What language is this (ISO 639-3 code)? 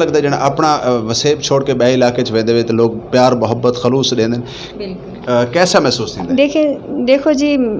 skr